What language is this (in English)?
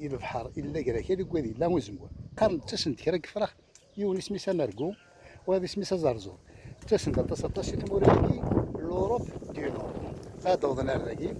Kabyle